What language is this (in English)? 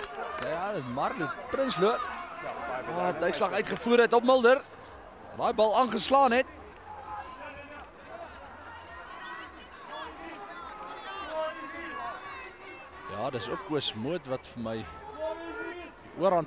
Afrikaans